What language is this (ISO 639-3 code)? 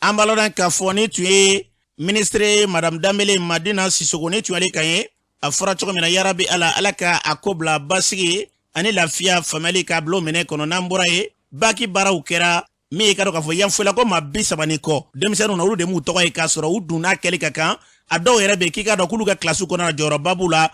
bam